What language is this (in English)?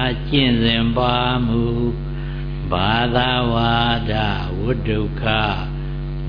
Burmese